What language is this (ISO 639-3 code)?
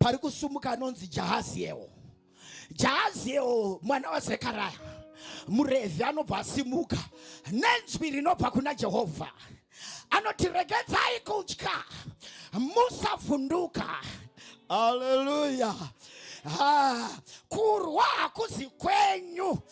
sna